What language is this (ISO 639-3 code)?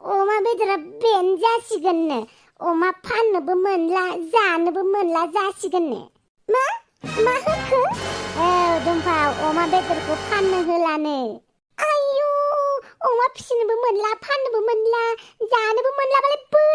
brx